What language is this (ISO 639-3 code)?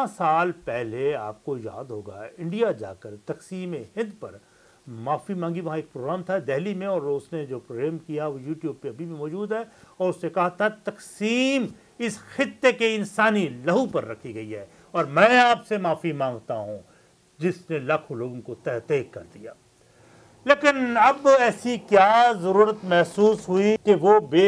urd